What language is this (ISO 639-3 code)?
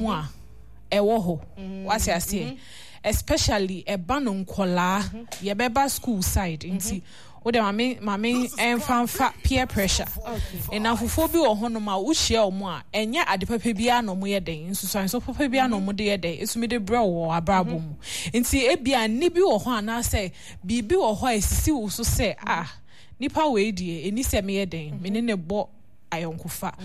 aka